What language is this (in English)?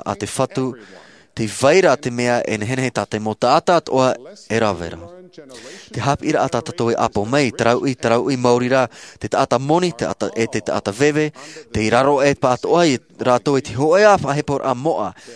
Tahitian